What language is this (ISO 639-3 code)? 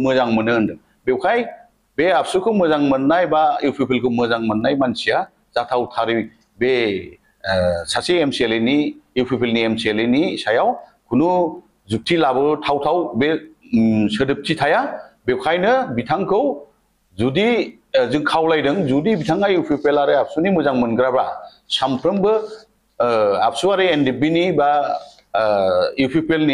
brx